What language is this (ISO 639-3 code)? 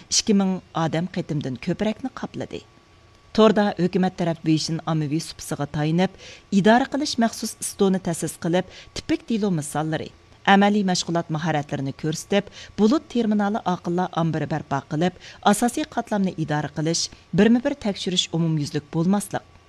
uig